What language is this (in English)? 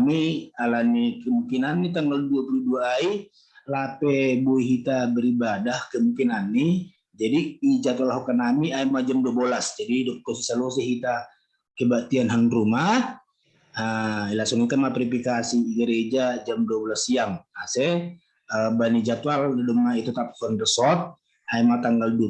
Batak Simalungun